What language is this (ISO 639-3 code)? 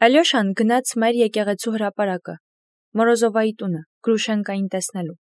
hye